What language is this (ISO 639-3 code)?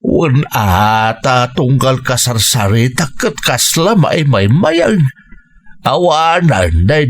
ilo